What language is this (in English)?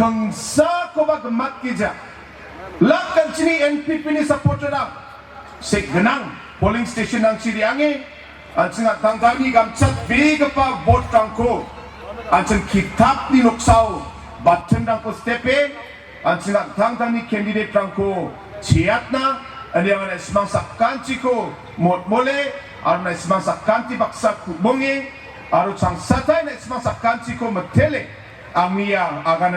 Garo